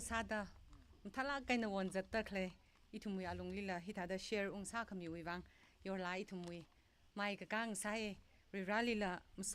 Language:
Tangkhul Naga (India)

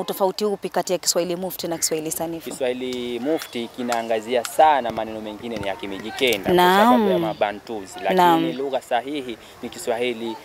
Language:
Swahili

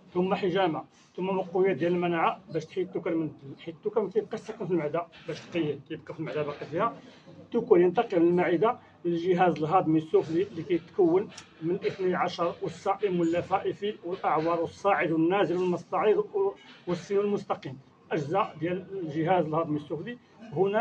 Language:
Moroccan Arabic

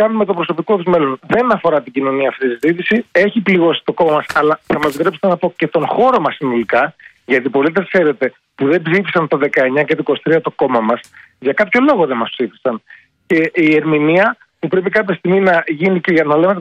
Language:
Greek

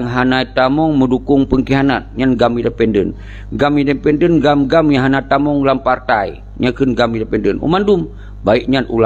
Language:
Achinese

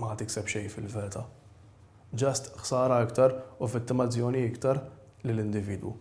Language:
Maltese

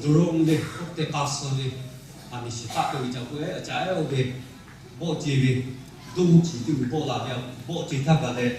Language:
Lahu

